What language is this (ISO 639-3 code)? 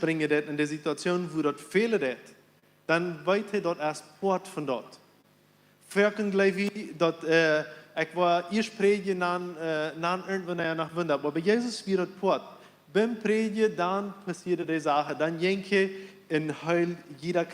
pdt